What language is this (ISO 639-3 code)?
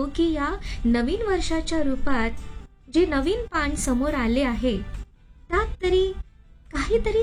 mar